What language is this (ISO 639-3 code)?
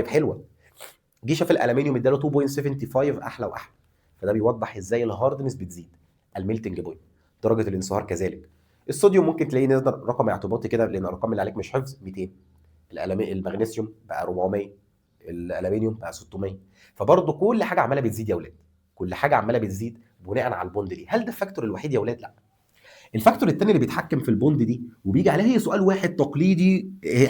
arz